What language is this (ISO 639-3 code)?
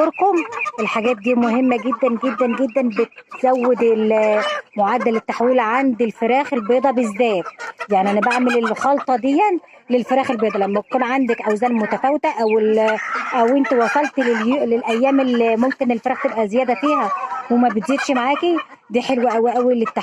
arz